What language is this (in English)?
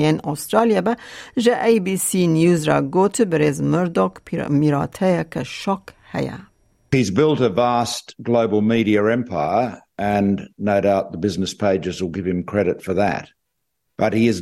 Kurdish